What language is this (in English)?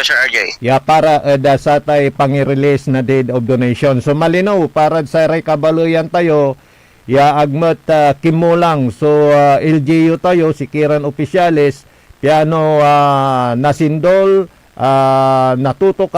Pangasinan